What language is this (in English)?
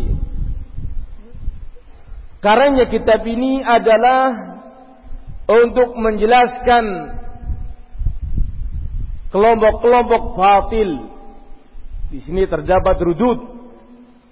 Indonesian